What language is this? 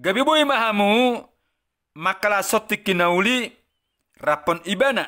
Batak Toba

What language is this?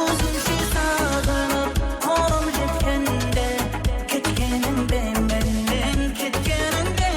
Kara-Kalpak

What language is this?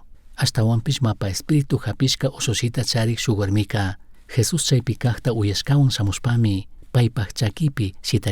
Chimborazo Highland Quichua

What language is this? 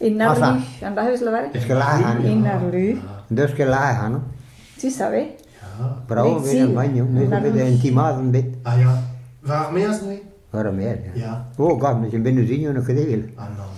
Breton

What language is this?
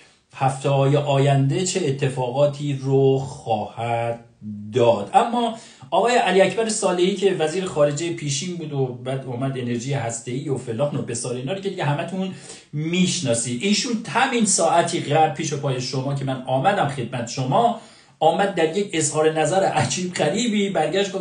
Persian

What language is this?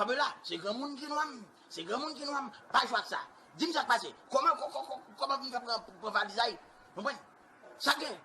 Haitian Creole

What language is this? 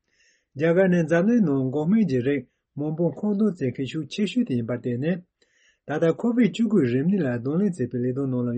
Tibetan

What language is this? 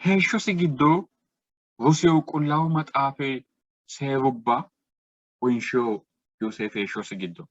Sidamo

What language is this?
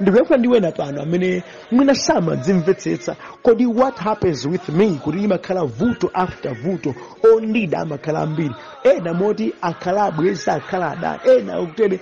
Nyanja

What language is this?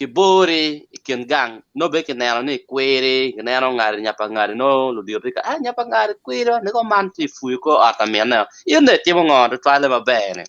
Acoli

